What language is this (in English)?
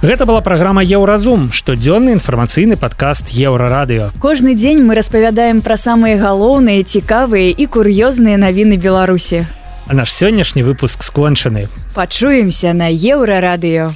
Belarusian